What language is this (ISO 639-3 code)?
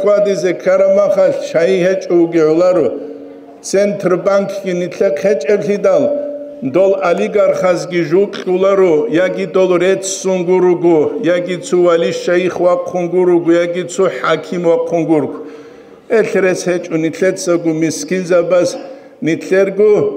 ava